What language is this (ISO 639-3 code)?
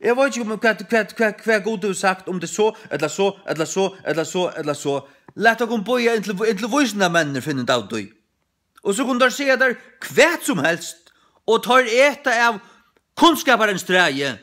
fao